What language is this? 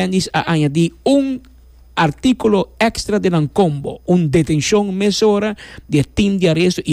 Papiamento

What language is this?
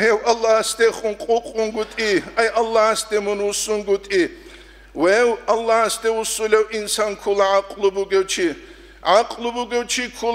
Avaric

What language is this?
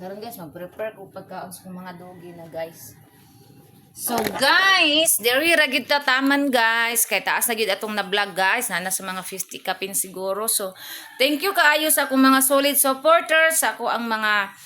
Cebuano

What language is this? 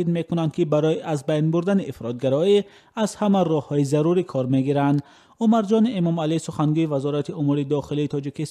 Persian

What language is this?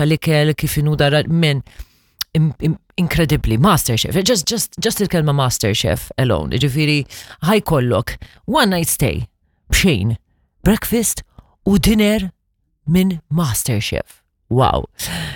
Maltese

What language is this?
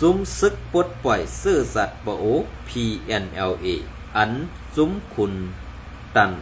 Shan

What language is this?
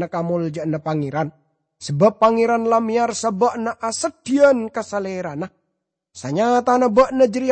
Madurese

